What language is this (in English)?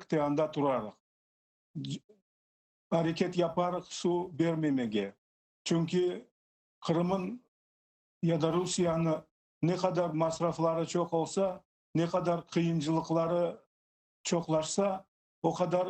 Crimean Tatar